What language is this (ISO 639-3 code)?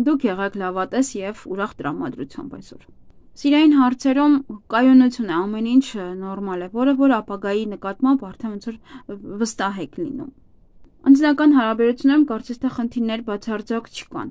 hye